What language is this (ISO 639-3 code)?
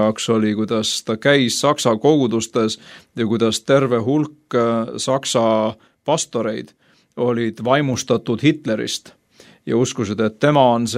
est